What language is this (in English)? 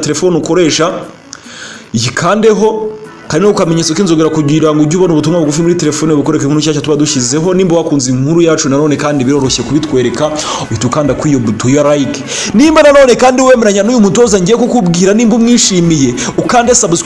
Kinyarwanda